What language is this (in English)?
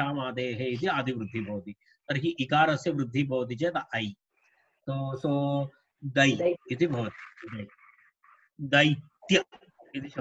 Sanskrit